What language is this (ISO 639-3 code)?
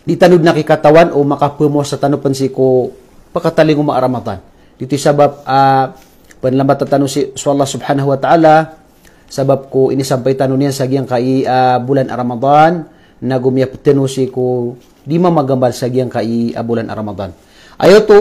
mrw